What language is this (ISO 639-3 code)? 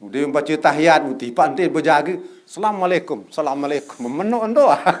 sas